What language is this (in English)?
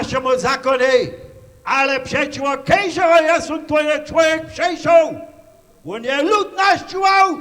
Upper Sorbian